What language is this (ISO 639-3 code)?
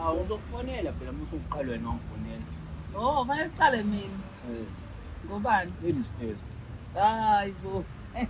zul